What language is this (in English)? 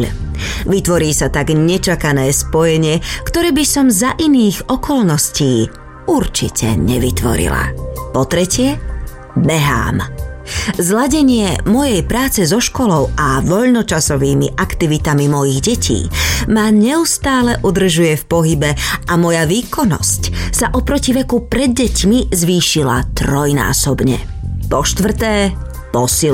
Slovak